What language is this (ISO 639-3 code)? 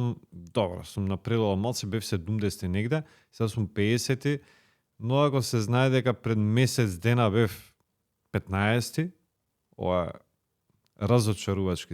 mkd